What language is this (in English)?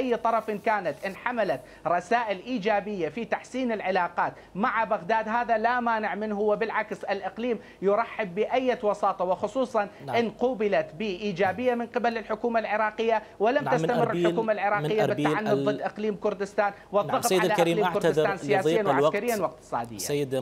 Mesopotamian Arabic